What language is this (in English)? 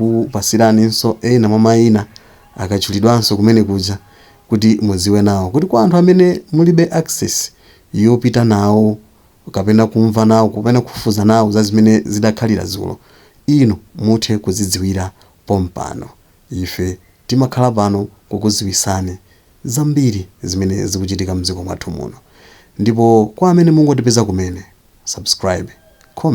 Nyanja